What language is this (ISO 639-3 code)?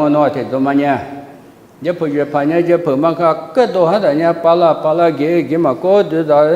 lis